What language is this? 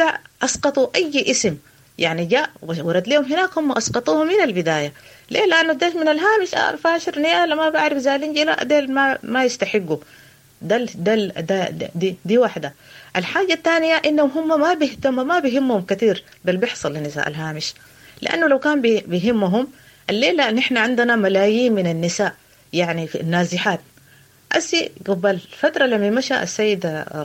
Sudanese Arabic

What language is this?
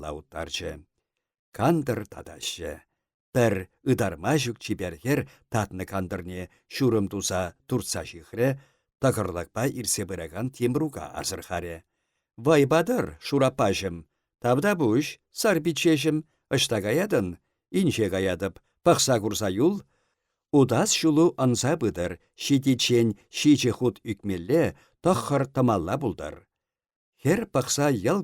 Chuvash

